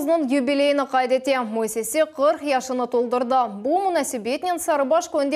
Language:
Crimean Tatar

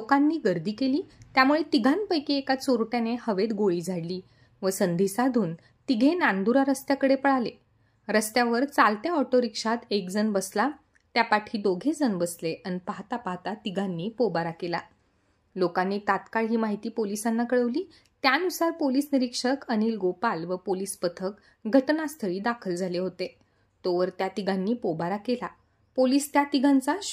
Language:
Marathi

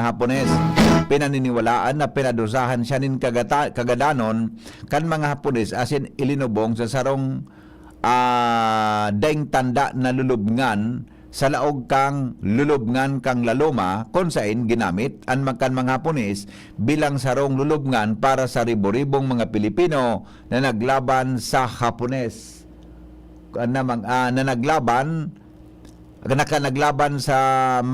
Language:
Bikol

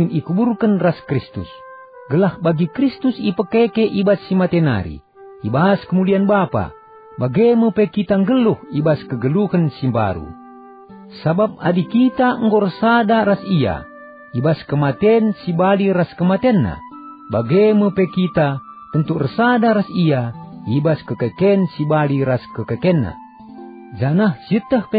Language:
Batak Karo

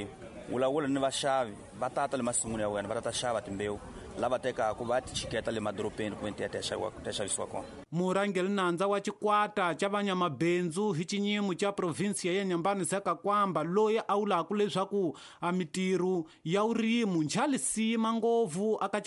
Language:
Tsonga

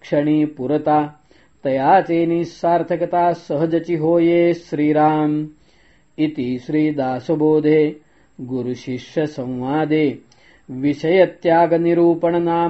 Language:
Marathi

